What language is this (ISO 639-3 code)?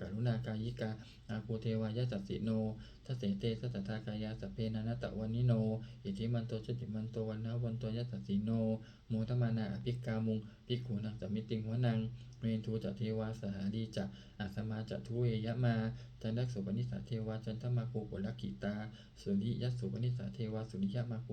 pli